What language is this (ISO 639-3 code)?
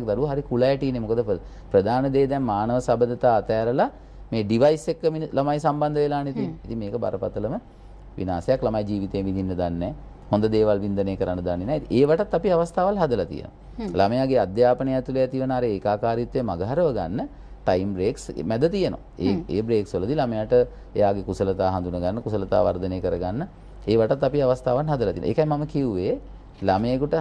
sin